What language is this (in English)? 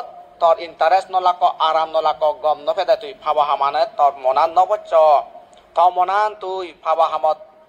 Chakma